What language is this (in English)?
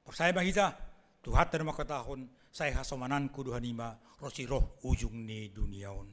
Batak Simalungun